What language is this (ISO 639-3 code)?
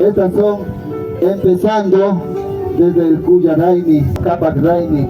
qvi